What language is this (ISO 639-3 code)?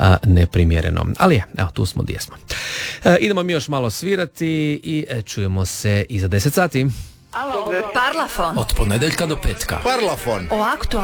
hrv